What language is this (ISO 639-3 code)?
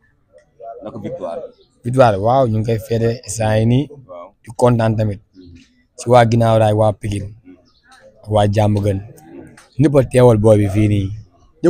wol